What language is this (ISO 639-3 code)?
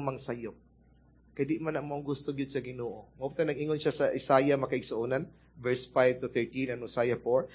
ceb